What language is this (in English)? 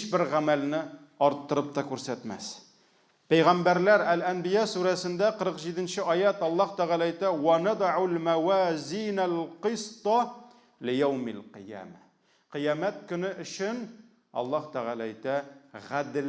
Tatar